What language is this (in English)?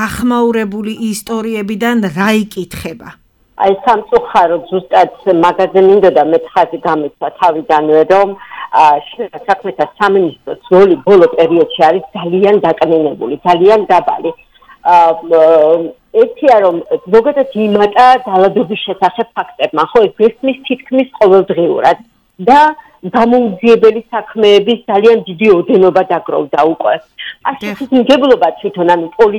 Georgian